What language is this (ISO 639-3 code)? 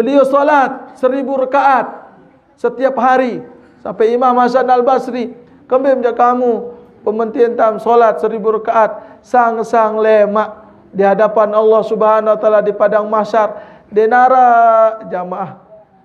sas